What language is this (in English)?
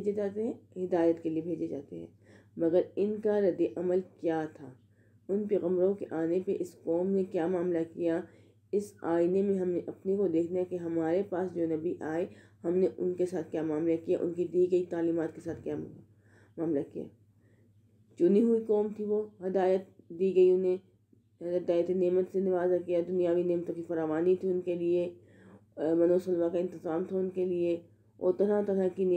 Urdu